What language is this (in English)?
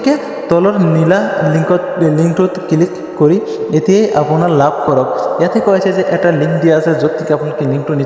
Assamese